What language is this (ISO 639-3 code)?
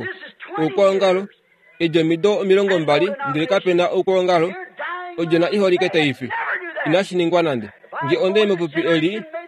kua